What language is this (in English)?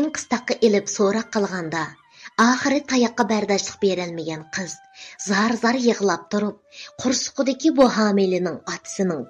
Uyghur